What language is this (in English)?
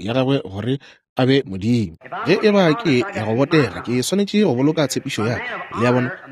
Northern Sotho